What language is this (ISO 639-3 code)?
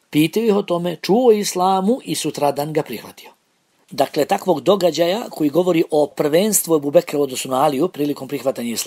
bos